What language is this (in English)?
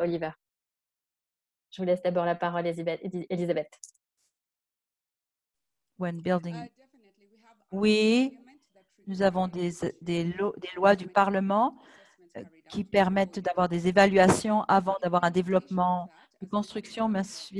French